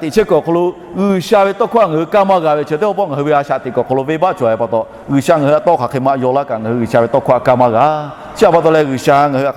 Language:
Lahu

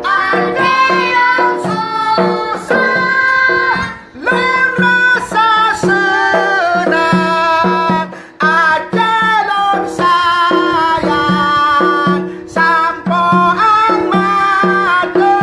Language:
Achinese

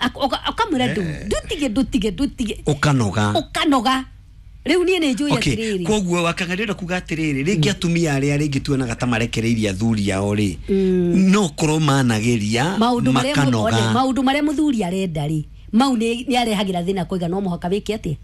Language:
Kikuyu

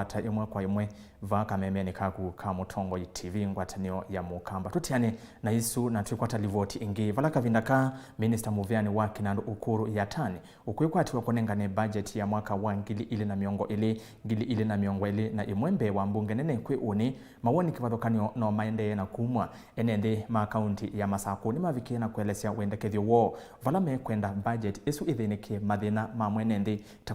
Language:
Kamba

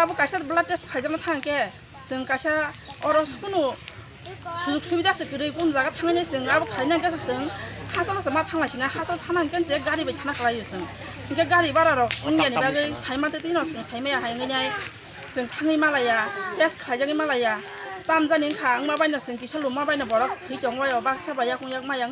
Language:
Kok Borok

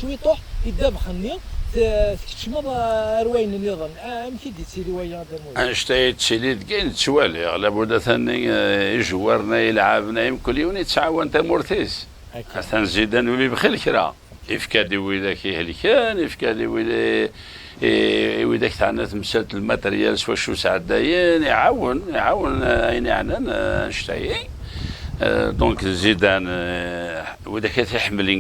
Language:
Kabyle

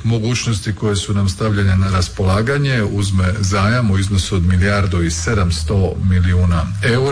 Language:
Croatian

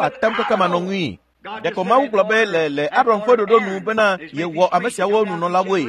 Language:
Ewe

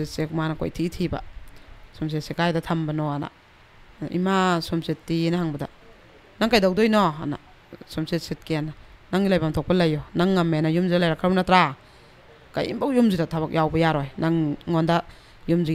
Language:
Manipuri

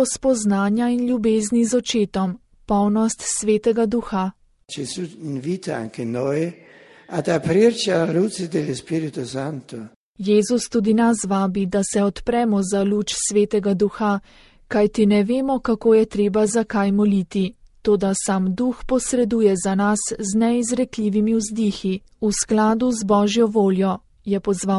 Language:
Slovenian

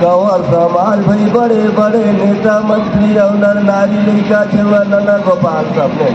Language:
Surgujia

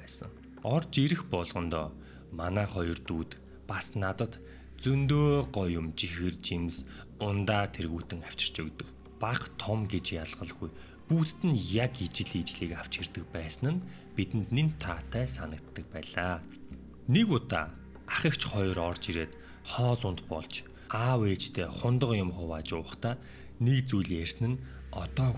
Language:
Mongolian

